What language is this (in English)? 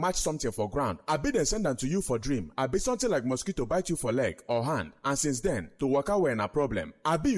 Nigerian Pidgin